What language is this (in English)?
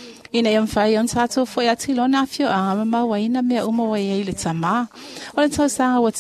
Samoan